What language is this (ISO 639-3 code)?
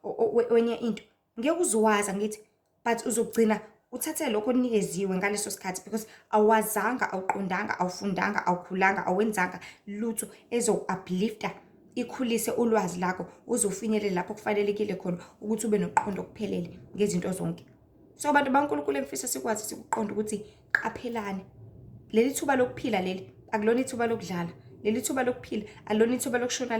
zul